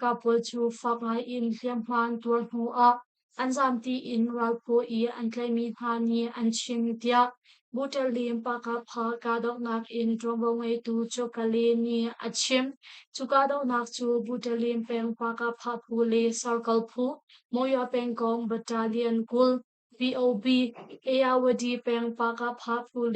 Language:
Hakha Chin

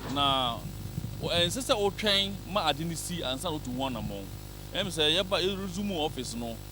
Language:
Akan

